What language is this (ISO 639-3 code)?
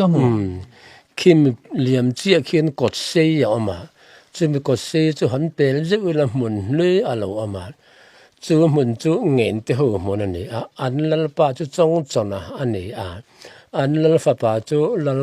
lus